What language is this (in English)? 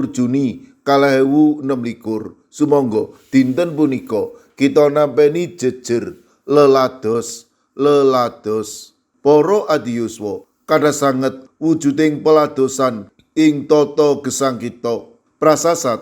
Javanese